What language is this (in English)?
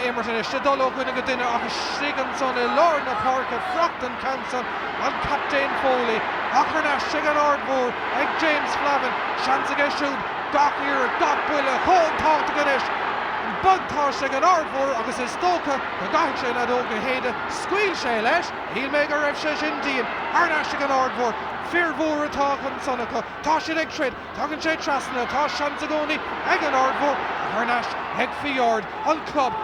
Irish